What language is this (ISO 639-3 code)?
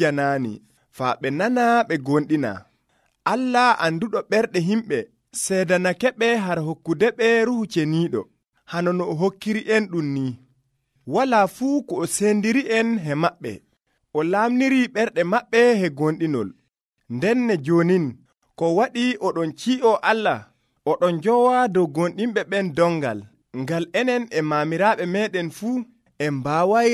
fuv